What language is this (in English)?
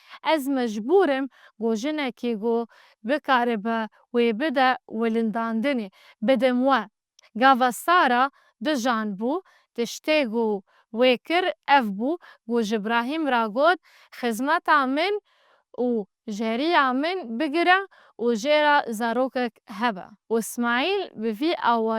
Kurdish